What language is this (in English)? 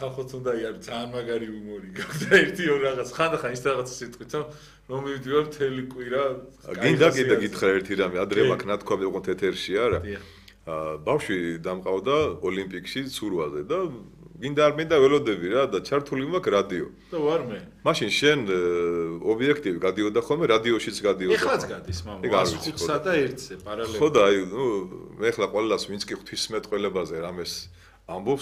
Georgian